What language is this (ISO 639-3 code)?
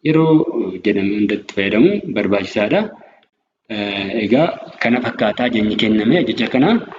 orm